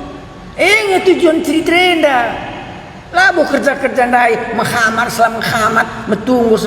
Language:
Batak Karo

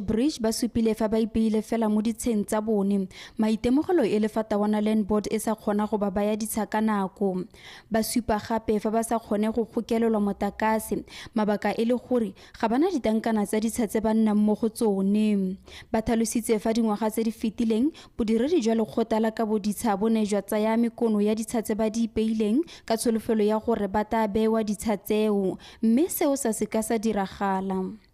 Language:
Tswana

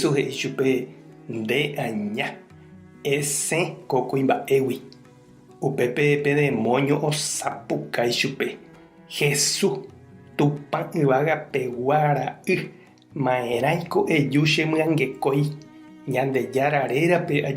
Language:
Guarani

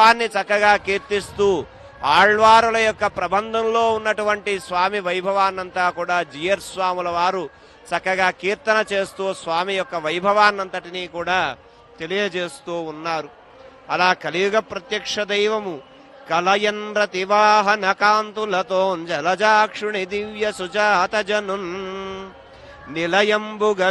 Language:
Telugu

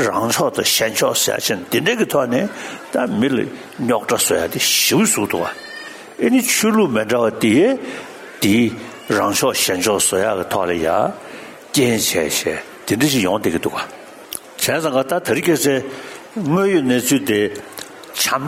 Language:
Tibetan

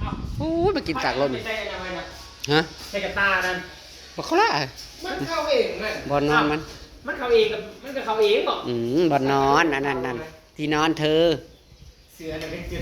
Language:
Northeastern Thai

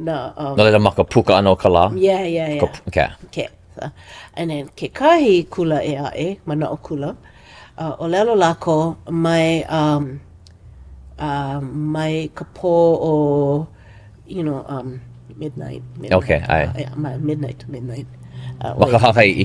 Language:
Hawaiian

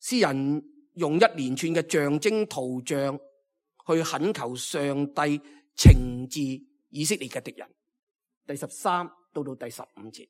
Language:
Cantonese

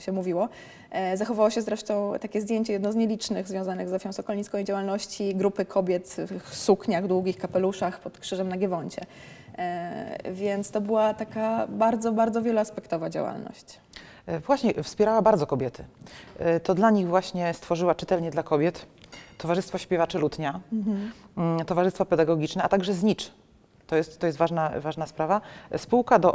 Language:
Polish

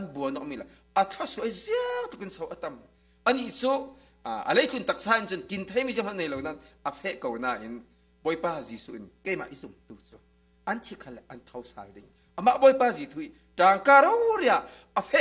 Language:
Falam Chin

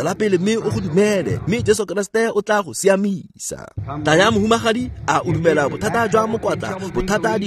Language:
Tswana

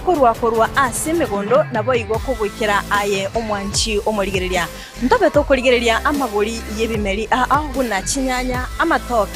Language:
Gusii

